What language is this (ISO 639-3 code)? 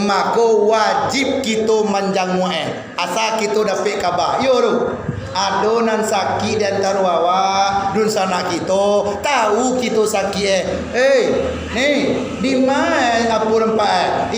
min